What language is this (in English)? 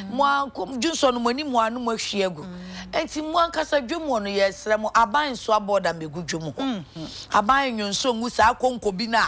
Akan